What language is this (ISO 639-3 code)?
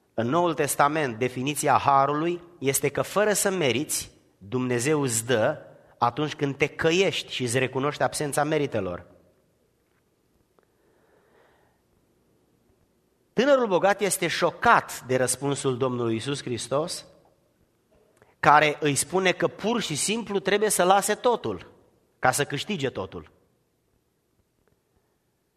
ron